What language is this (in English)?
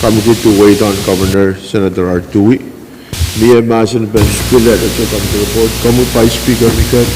Pohnpeian